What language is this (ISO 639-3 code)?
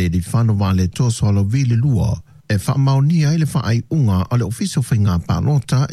smo